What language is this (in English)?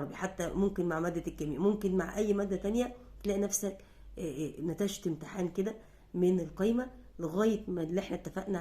Egyptian Arabic